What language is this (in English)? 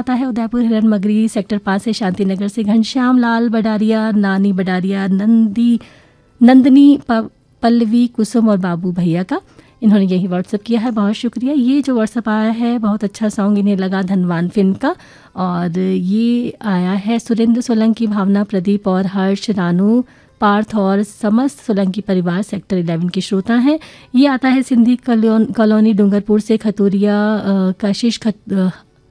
Hindi